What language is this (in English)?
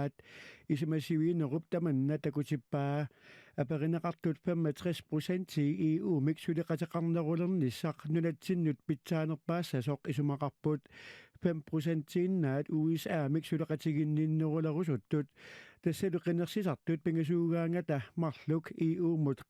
Kalaallisut